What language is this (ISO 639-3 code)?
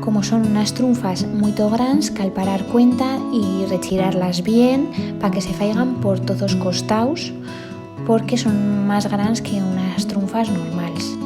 arg